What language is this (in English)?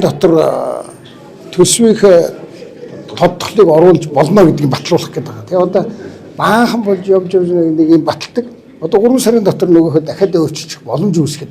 Mongolian